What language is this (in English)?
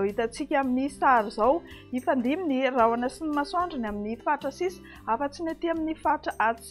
Malagasy